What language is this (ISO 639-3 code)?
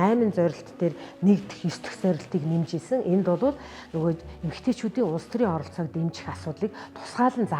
mon